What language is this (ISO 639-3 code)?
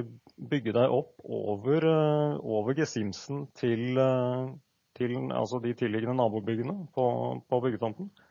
nor